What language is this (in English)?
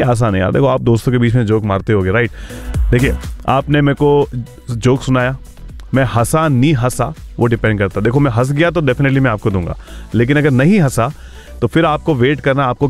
Hindi